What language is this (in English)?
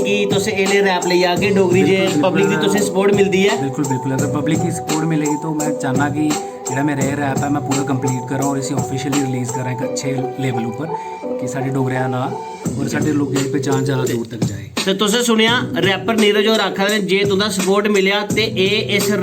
Dogri